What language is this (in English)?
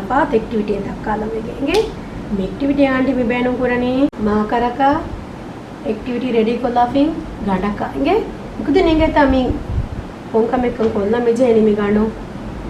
Divehi